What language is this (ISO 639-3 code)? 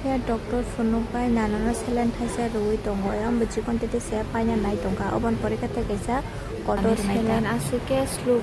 trp